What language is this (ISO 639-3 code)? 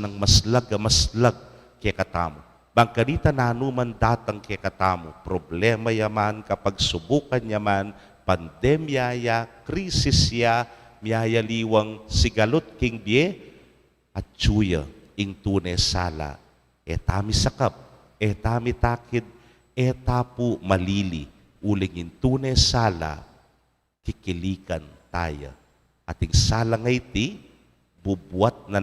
pam